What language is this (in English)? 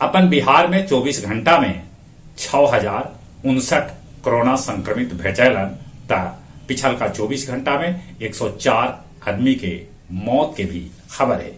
Magahi